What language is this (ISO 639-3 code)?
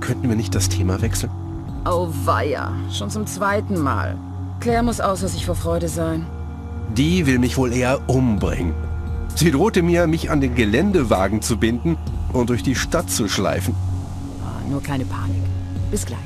bar